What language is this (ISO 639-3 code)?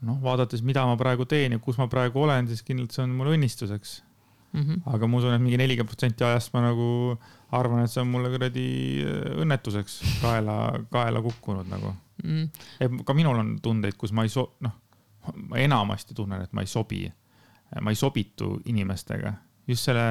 est